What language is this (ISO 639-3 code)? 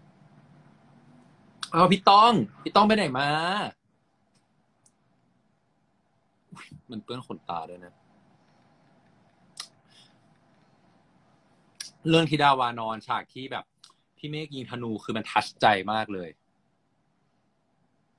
tha